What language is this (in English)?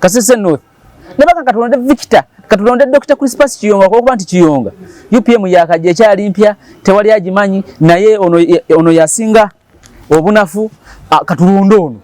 Ganda